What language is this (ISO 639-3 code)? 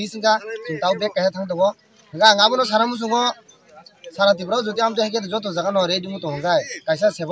trp